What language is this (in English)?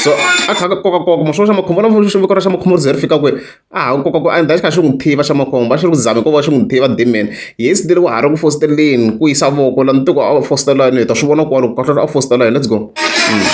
Tsonga